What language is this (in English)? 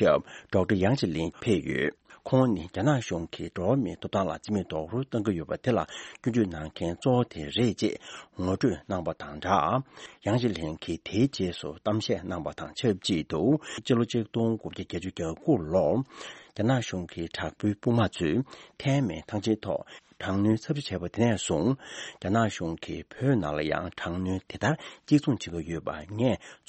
Tibetan